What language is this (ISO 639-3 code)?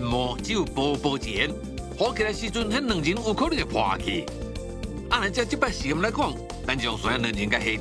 nan